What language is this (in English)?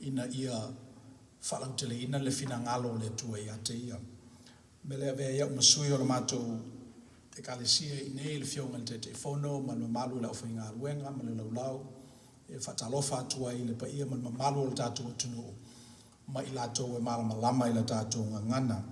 Samoan